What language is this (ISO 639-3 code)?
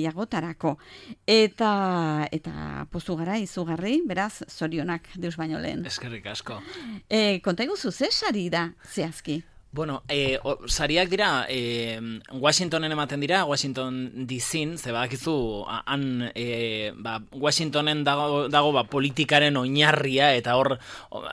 eus